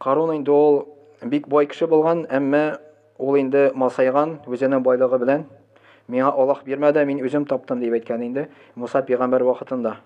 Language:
Tatar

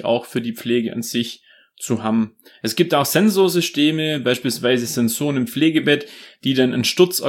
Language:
German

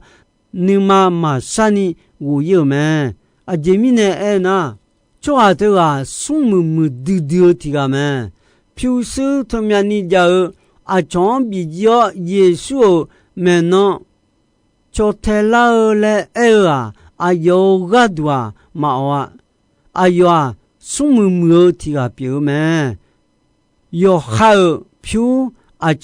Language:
Akha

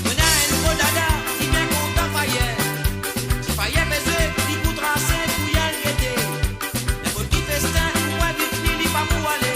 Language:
Morisyen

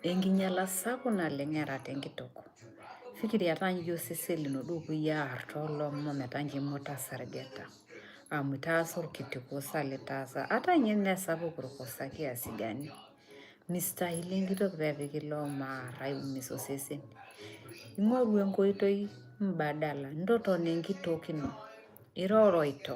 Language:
Masai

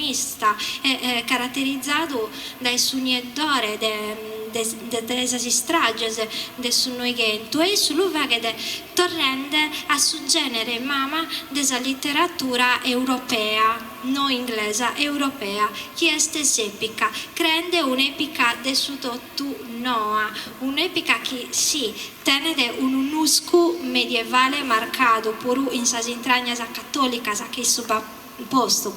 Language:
Sardinian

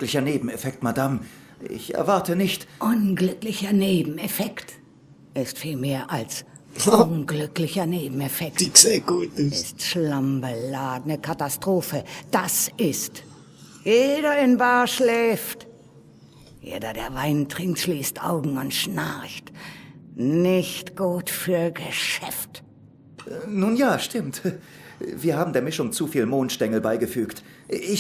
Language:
Swiss German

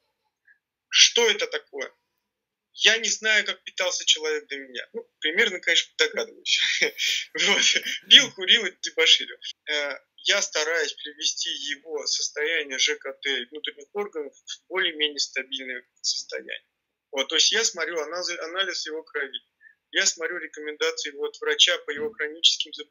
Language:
Russian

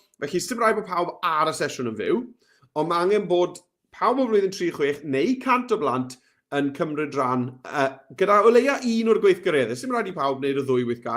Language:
Welsh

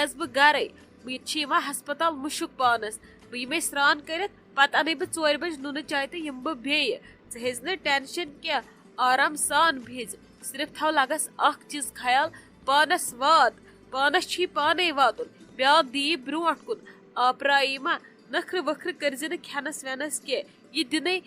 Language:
Kashmiri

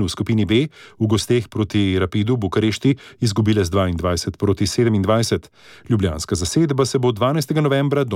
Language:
Slovenian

